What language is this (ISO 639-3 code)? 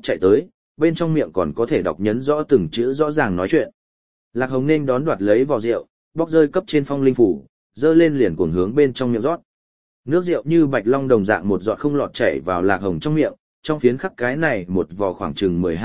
vie